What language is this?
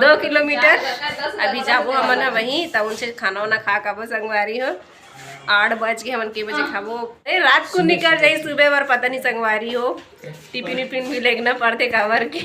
Chhattisgarhi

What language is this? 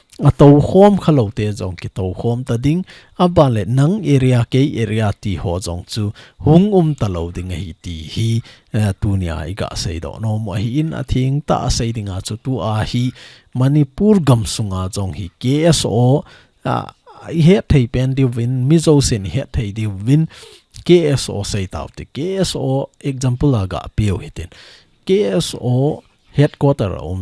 Thado Chin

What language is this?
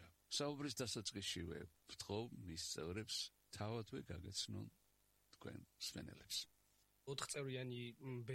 Georgian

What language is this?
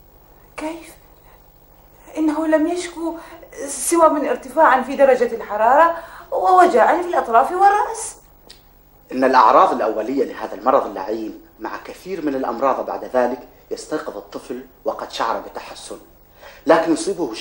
Arabic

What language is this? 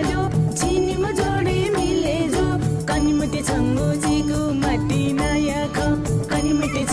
Newari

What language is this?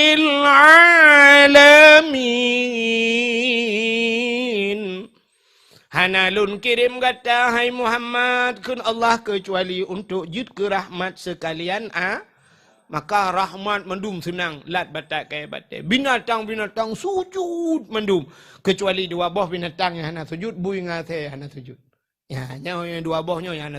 Achinese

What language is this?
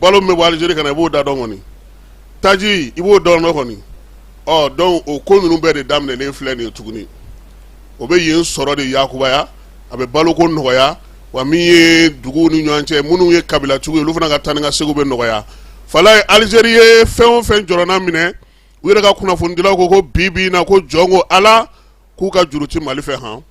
Bambara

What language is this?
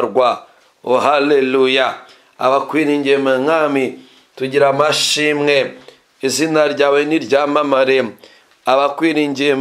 Kinyarwanda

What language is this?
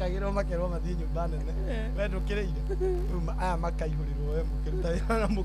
Kikuyu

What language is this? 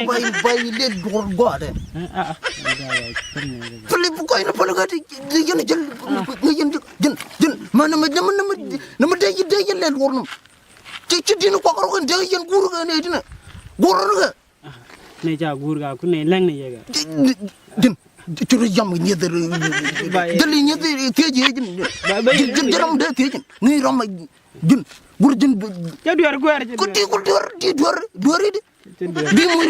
Nuer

